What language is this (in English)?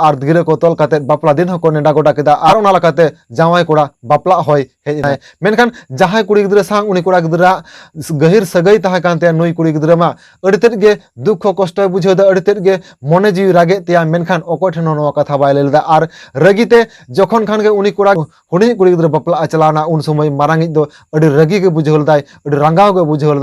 Santali